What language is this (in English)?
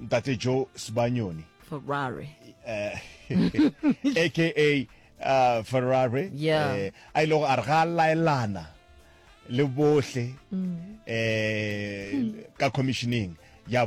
Northern Sotho